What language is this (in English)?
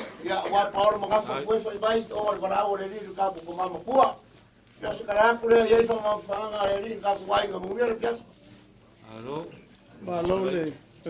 Samoan